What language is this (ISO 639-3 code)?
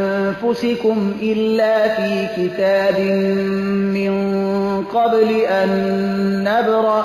fas